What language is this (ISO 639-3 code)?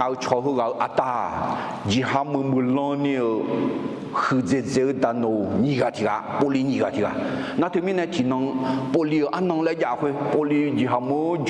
ahk